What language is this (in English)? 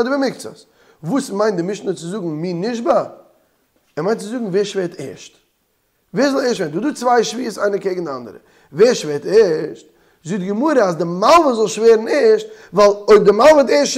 Yiddish